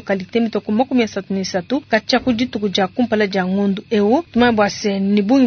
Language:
Luba-Lulua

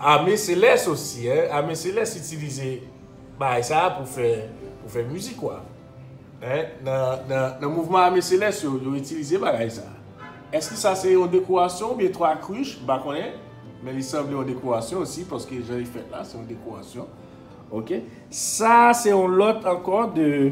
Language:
Haitian Creole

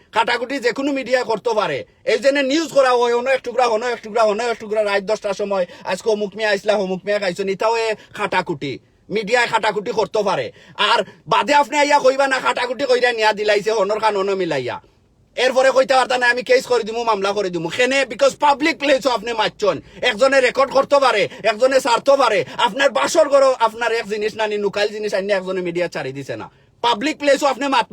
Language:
Sylheti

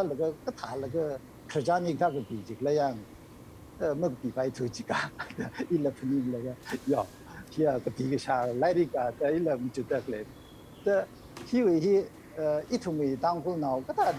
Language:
Tangkhul Naga (India)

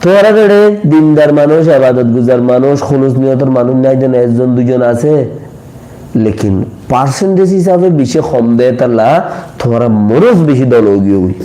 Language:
Rohingya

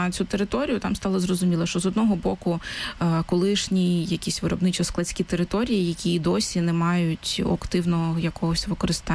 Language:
Ukrainian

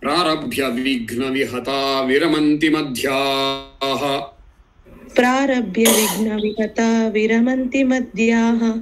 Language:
Sanskrit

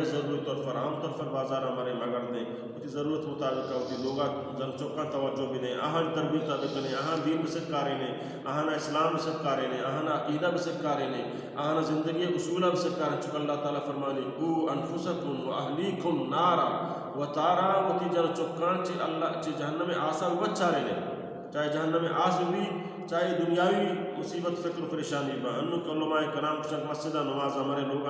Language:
Baluchi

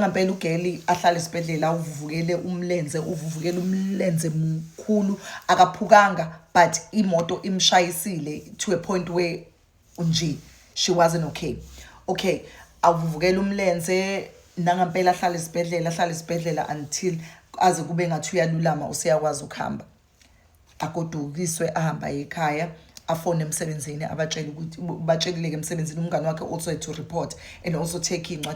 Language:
Zulu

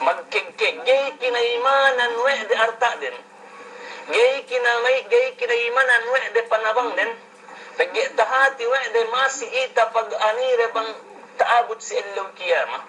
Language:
Yakan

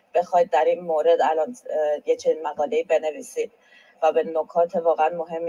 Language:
Persian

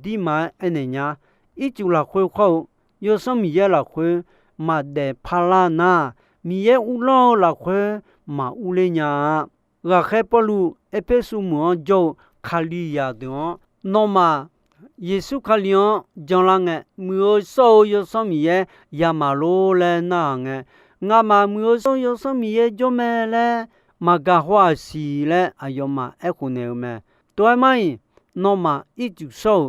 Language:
Akha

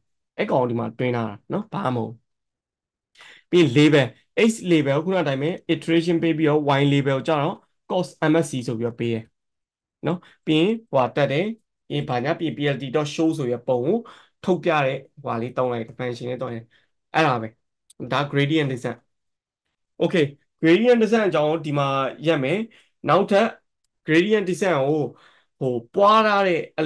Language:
Burmese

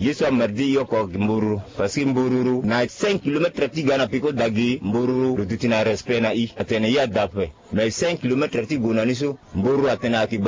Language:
Sango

